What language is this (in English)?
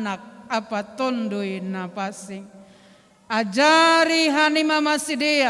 Batak Simalungun